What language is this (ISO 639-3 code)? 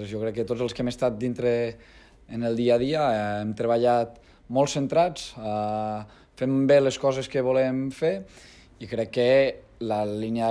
cat